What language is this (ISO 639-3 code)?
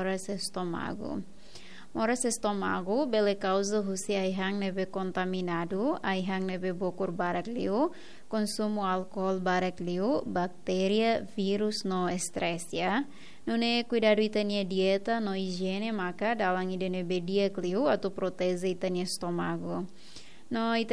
tet